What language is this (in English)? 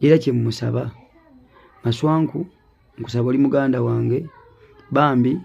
Ganda